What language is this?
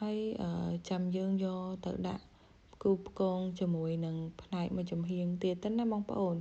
Khmer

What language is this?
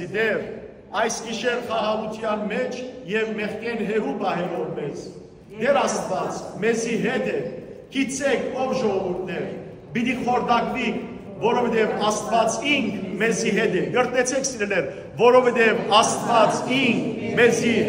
Western Armenian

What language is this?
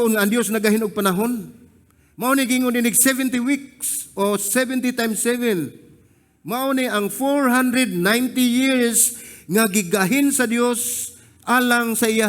Cebuano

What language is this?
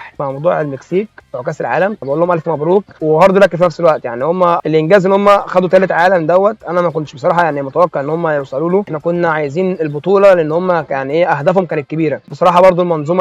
Egyptian Arabic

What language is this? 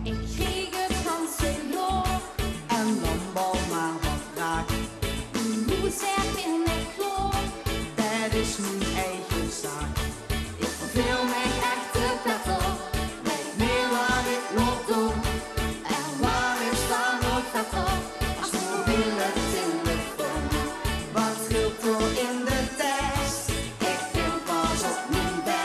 Limburgish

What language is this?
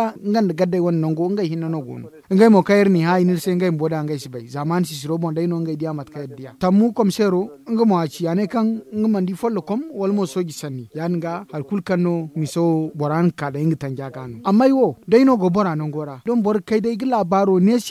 Zarma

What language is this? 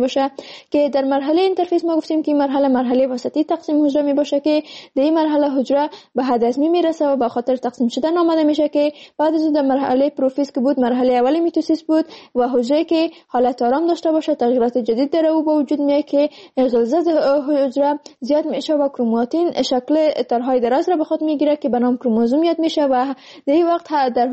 Persian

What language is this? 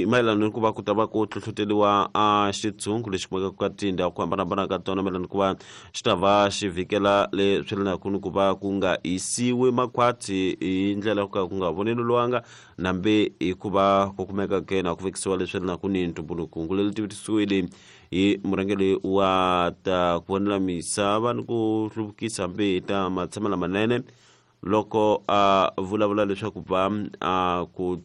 Tsonga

